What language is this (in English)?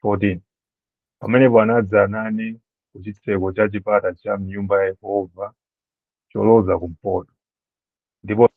Nyanja